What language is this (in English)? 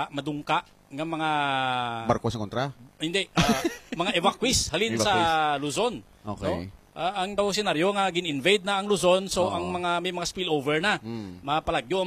Hiligaynon